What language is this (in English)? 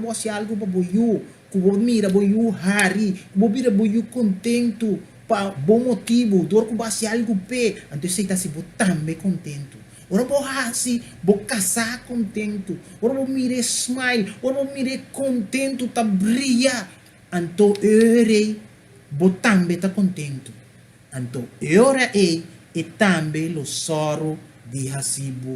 Papiamento